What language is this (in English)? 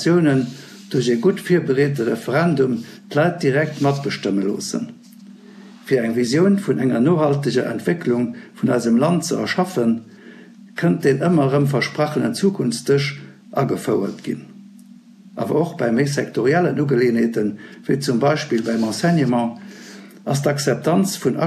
Luxembourgish